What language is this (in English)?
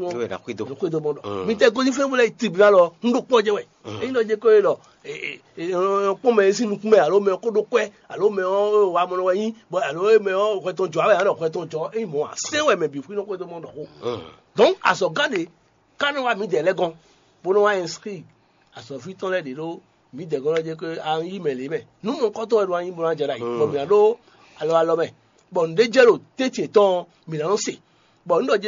Fon